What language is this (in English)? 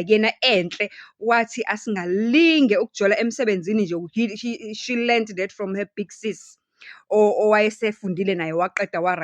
Zulu